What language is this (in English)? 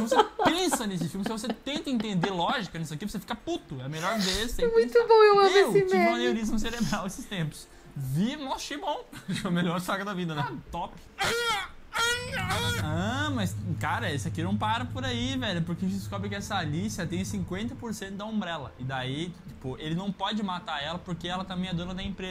Portuguese